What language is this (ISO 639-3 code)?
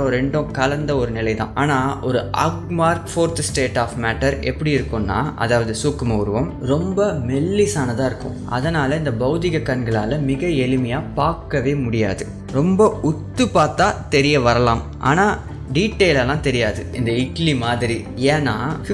tam